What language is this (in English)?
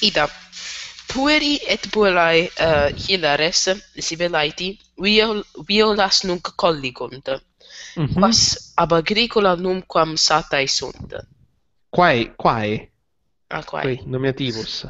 Latin